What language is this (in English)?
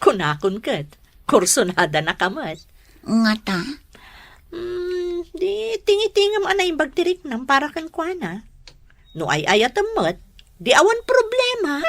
Iloko